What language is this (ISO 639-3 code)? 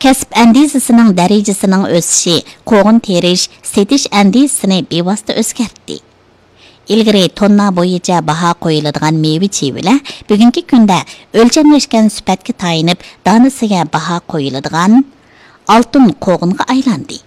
uig